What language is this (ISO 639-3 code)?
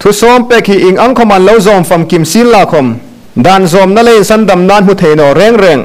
hmr